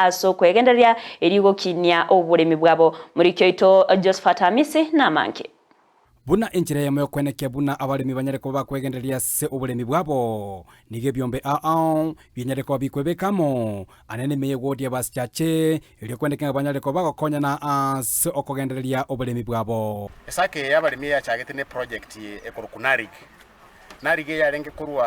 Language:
Gusii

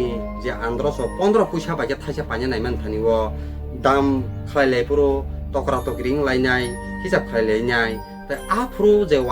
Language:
Kok Borok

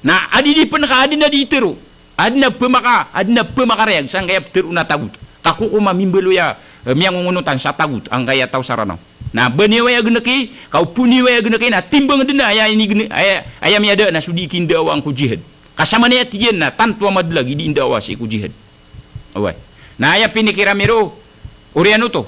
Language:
Maranao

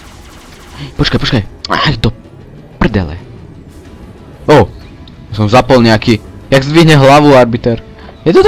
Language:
Slovak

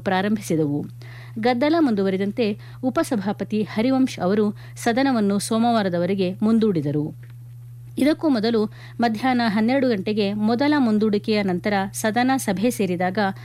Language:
Kannada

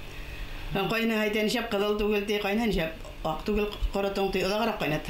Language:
Bashkir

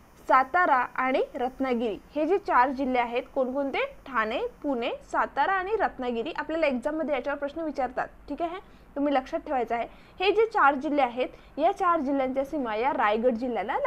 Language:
Marathi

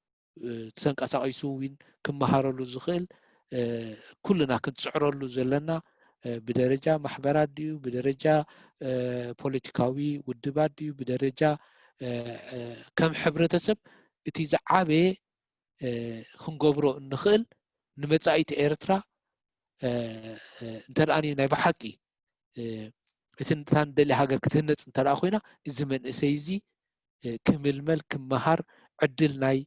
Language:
Tigrinya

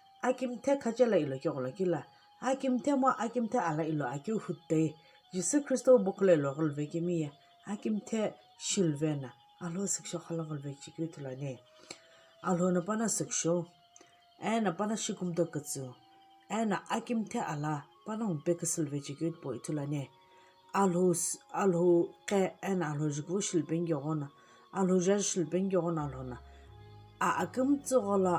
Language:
Sumi Naga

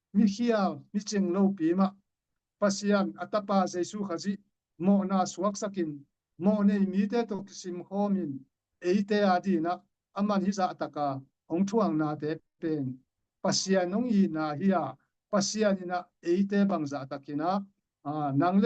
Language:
Tedim Chin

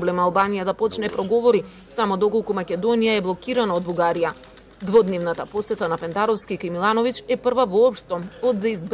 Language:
Macedonian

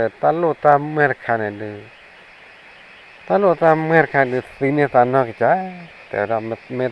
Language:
S'gaw Karen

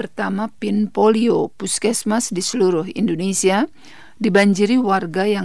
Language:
Indonesian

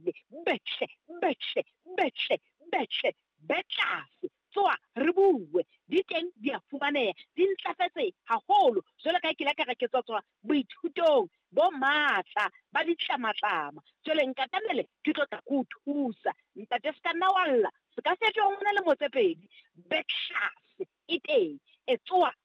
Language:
Southern Sotho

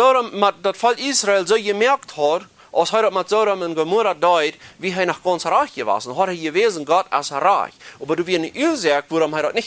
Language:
Plautdietsch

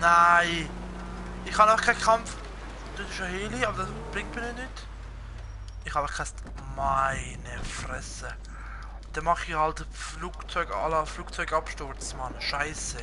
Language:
Swiss German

